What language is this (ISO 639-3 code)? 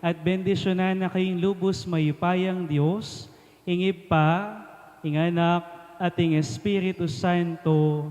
pam